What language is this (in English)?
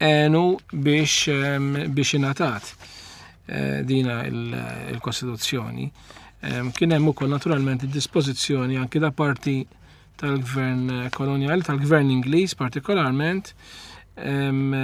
Maltese